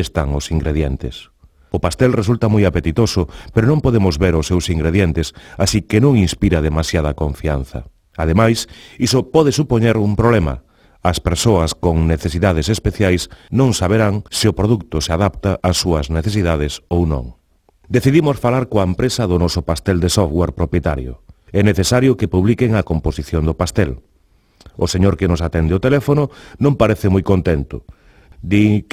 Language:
Galician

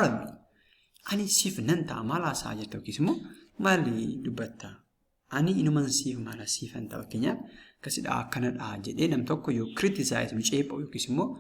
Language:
Oromo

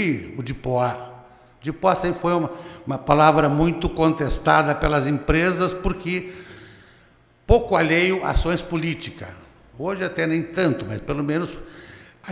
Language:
Portuguese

